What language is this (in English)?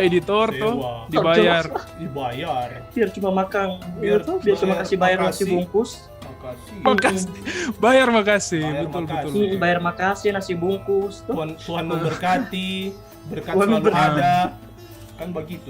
Manado Malay